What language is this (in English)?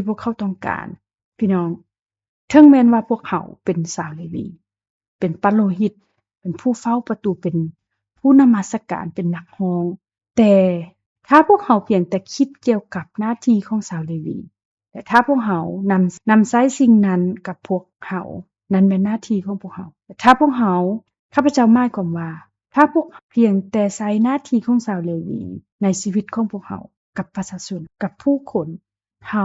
Lao